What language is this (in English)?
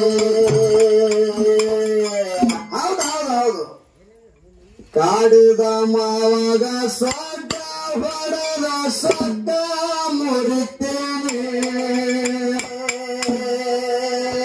Kannada